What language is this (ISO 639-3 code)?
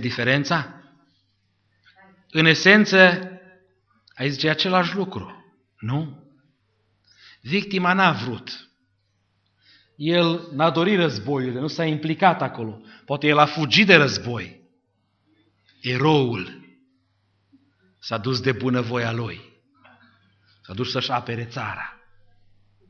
ron